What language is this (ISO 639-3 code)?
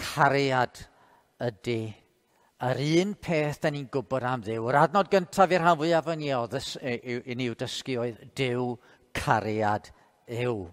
cym